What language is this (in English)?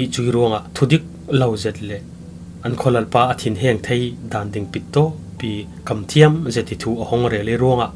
Falam Chin